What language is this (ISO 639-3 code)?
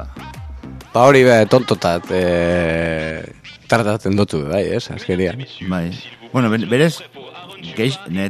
eus